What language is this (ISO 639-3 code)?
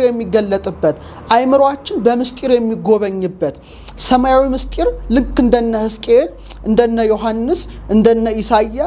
amh